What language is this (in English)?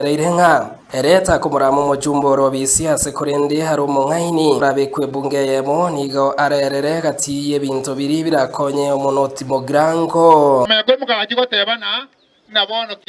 Gusii